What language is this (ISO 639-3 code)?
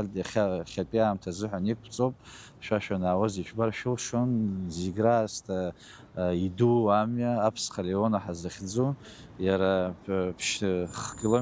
abk